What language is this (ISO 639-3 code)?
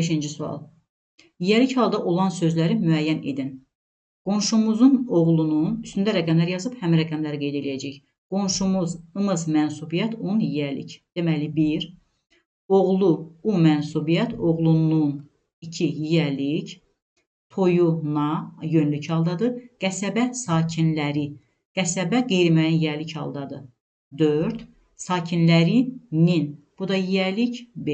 aze